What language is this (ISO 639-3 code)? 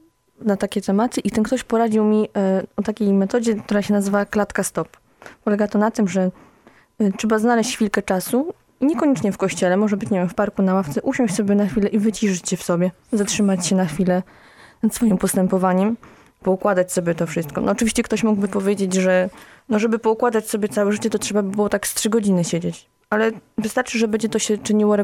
pol